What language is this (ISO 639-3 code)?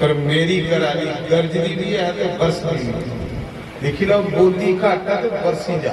doi